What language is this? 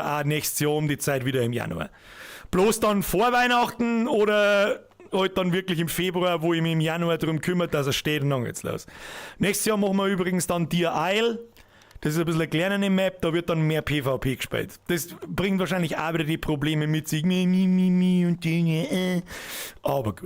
Bavarian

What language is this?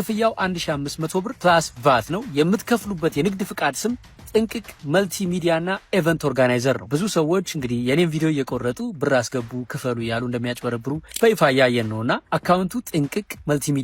Amharic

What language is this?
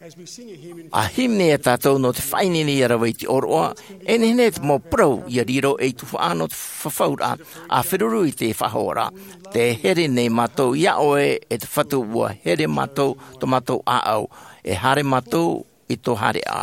Tahitian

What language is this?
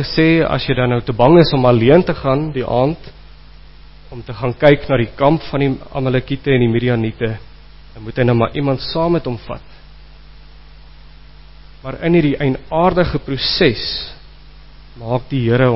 Afrikaans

